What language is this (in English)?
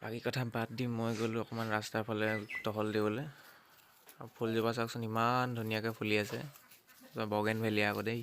Assamese